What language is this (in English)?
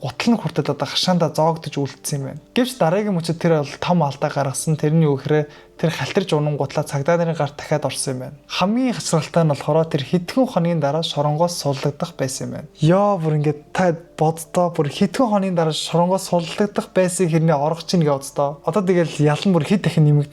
Mongolian